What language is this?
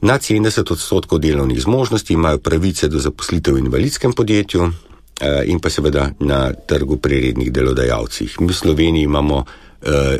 Slovenian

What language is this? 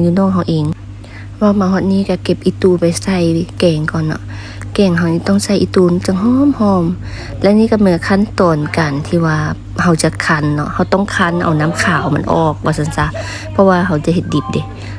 Lao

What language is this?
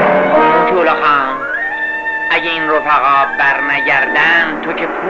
Persian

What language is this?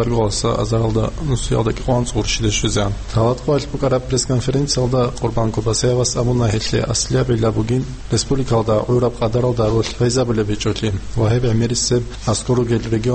Avaric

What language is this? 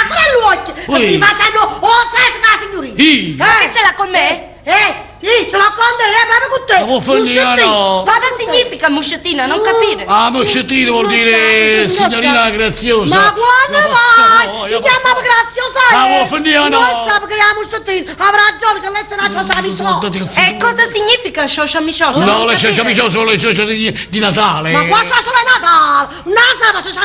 Neapolitan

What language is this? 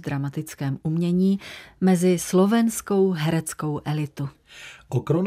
Czech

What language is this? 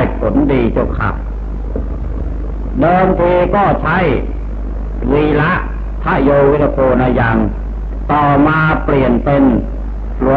Thai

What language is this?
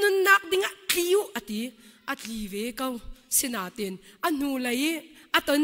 Hakha Chin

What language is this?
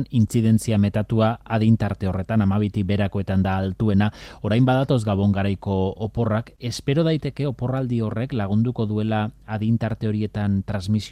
Basque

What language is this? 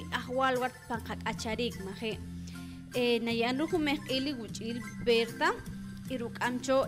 Poqomchi'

